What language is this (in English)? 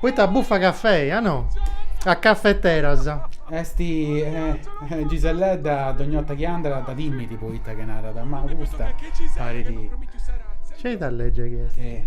Sardinian